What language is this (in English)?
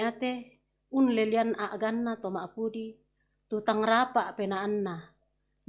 Toraja-Sa'dan